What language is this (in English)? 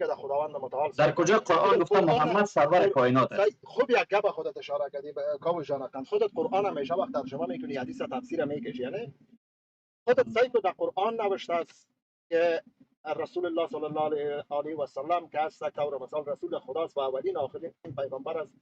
Persian